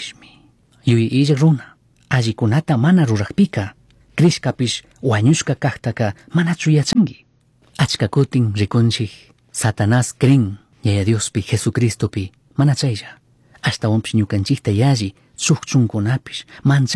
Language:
Chimborazo Highland Quichua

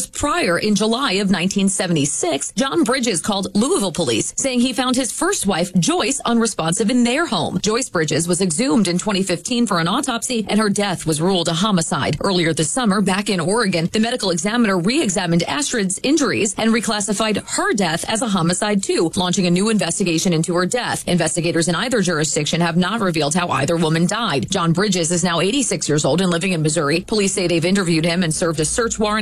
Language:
English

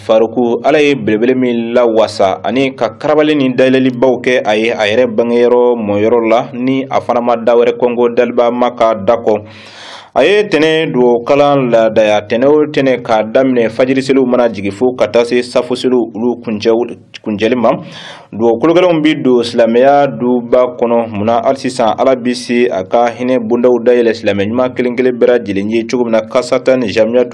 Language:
Bambara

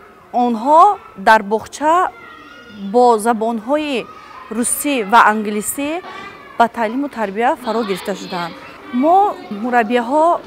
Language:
Tajik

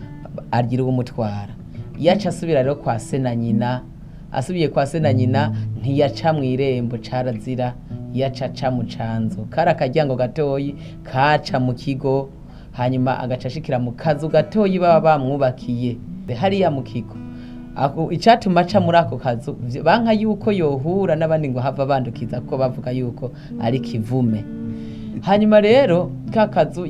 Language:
Rundi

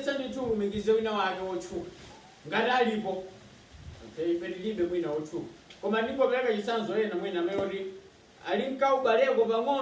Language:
Nyanja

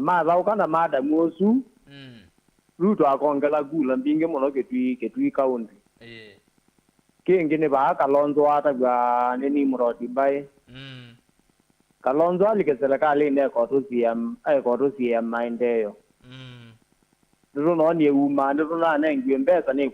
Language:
Kamba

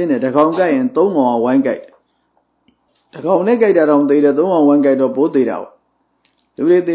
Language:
Burmese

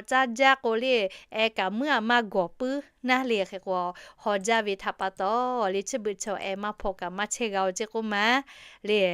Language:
Lahu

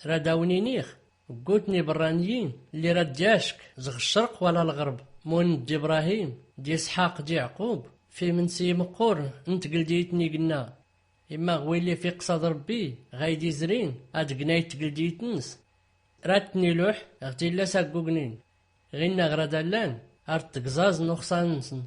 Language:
Tachelhit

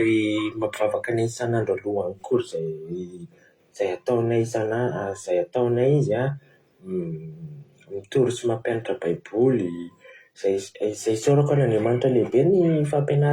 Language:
Malagasy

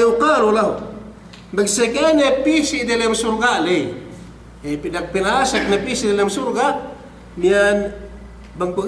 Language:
Yakan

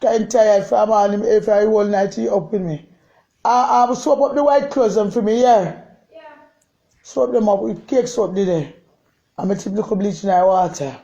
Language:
Jamaican Creole English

